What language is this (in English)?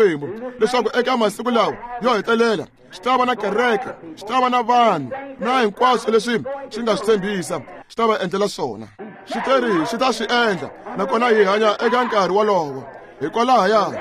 Tsonga